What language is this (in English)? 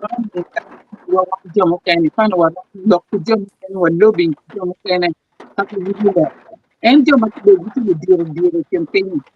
Acoli